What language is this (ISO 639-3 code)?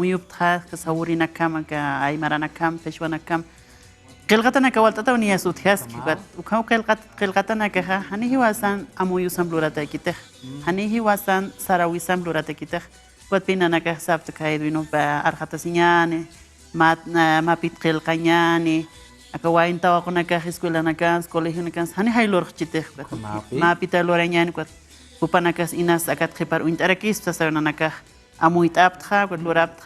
aym